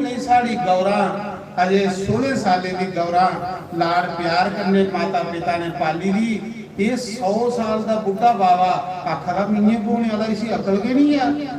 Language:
Dogri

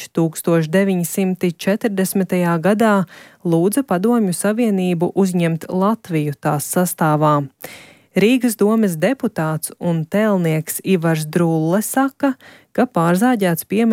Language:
Latvian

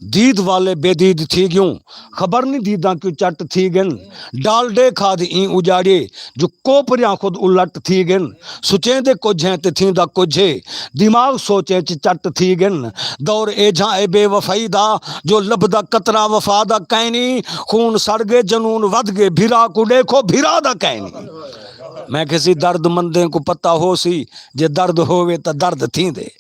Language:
Saraiki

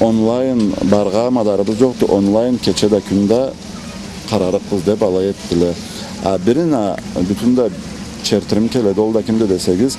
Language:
Karachay-Balkar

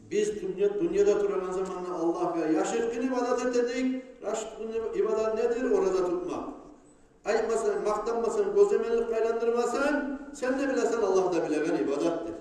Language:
Kumyk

